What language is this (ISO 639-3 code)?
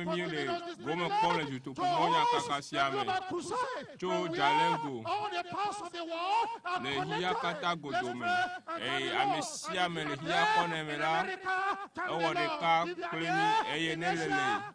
ewe